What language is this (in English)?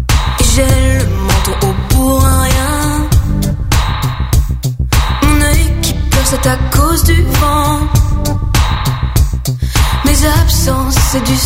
French